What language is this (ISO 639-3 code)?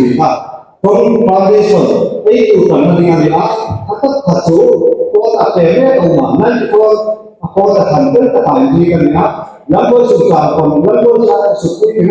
hmr